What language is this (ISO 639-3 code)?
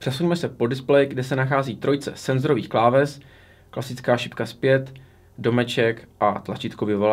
ces